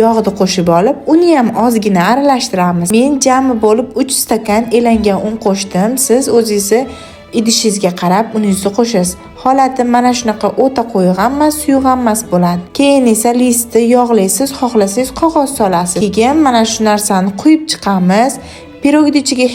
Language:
Uzbek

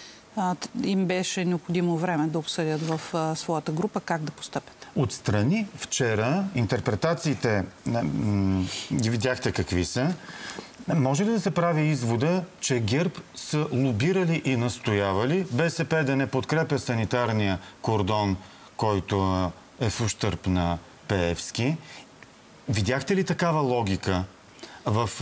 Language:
Bulgarian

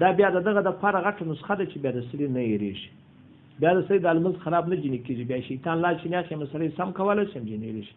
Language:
Pashto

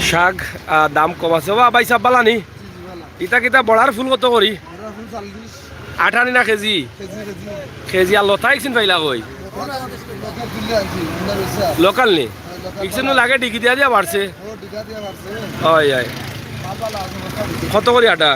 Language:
Sylheti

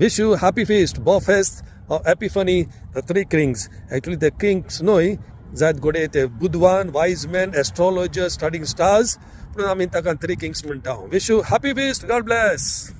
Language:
Konkani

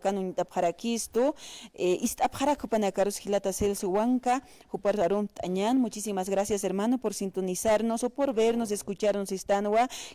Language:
Aymara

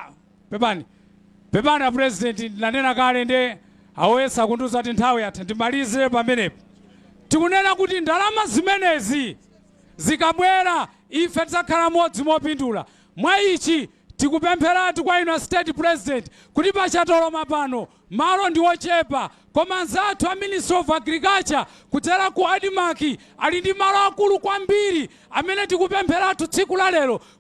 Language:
Nyanja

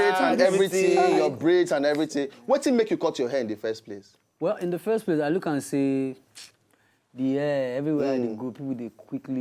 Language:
Nigerian Pidgin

